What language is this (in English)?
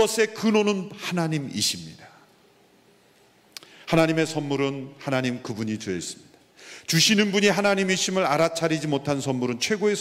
Korean